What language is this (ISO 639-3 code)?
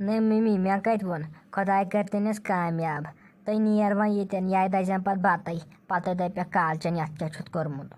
kas